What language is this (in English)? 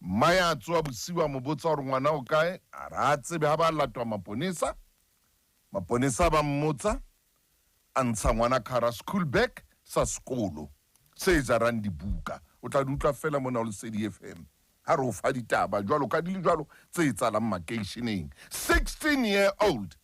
Southern Sotho